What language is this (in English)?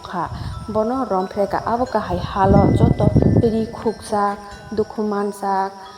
Kok Borok